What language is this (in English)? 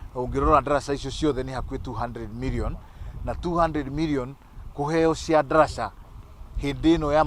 Kikuyu